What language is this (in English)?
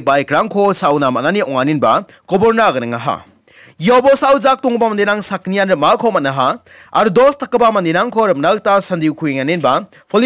Garo